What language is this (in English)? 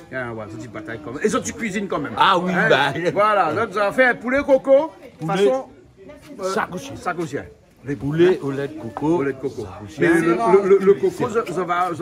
Réunion Creole French